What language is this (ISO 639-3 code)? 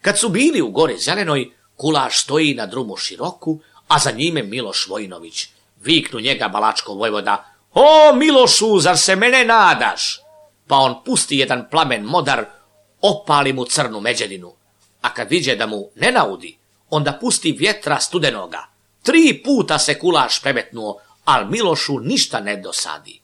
srp